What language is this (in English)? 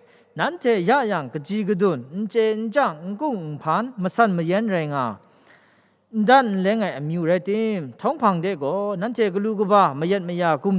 Kachin